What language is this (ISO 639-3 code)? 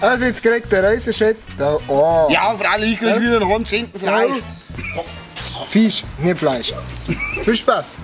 bar